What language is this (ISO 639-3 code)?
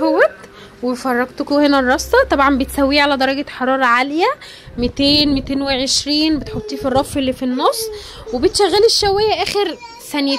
arz